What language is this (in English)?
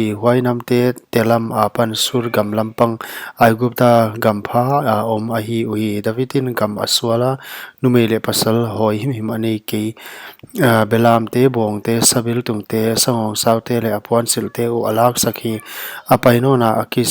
Paite Chin